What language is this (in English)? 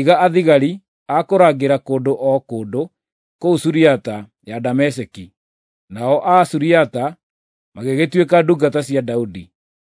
Kikuyu